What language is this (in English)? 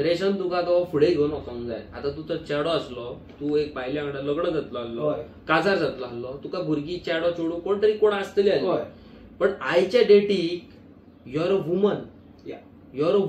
Konkani